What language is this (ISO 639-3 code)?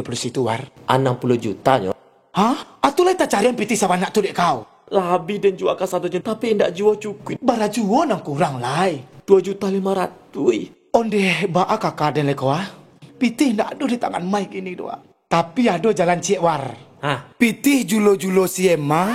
min